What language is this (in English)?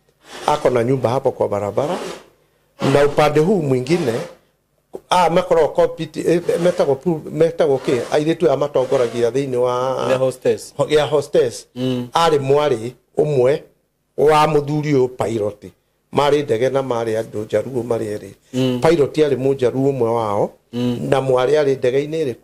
Kikuyu